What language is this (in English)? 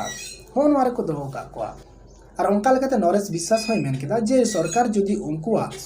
Santali